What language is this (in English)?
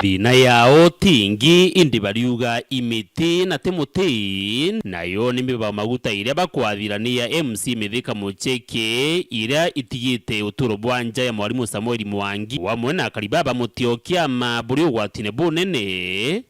Meru